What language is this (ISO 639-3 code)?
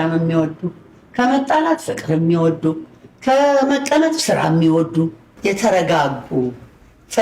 amh